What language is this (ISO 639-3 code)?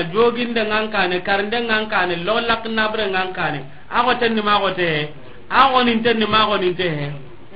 snk